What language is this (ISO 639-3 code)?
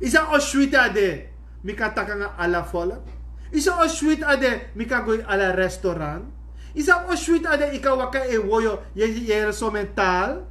srn